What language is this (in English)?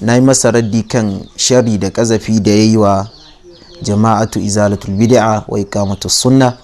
Hausa